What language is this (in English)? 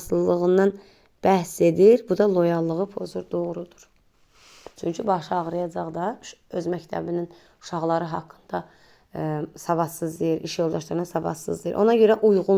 Azerbaijani